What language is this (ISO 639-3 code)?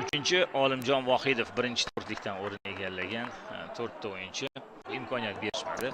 uzb